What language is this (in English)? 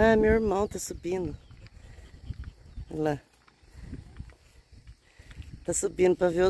Portuguese